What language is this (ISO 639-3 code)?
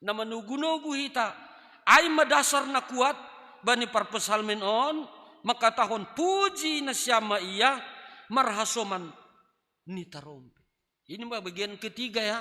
bts